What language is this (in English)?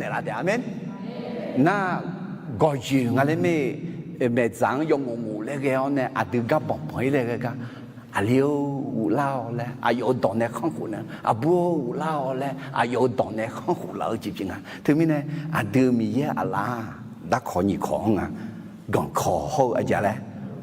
Akha